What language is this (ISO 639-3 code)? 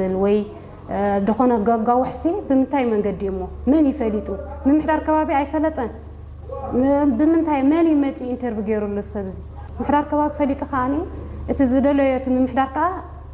tir